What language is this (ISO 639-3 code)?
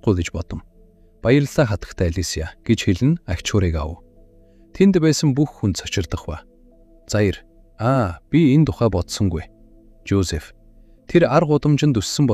mon